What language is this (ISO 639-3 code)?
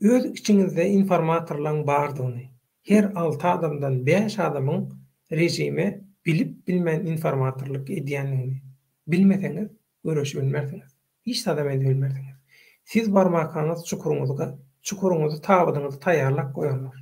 tuk